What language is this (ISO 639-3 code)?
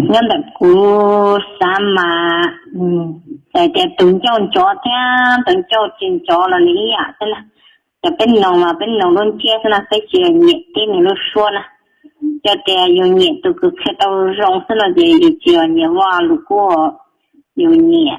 hmn